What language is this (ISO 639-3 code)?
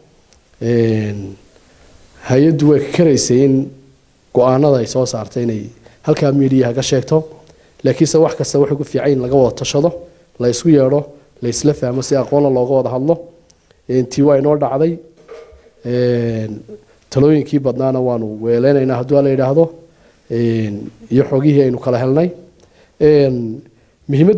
som